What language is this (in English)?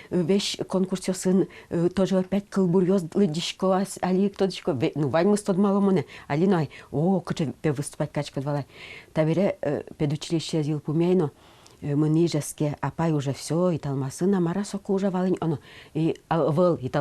Udmurt